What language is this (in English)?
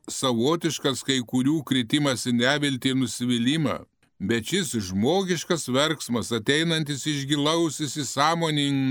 Lithuanian